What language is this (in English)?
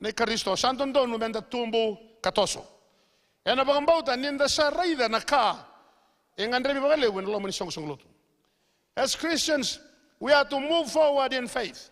Fijian